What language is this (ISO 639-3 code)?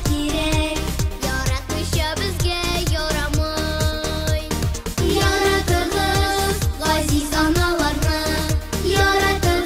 tat